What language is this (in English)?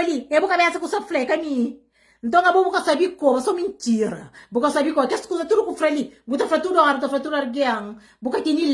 Kabuverdianu